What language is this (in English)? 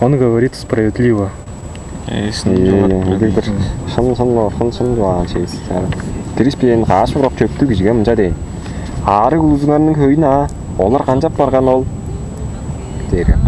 Tuvinian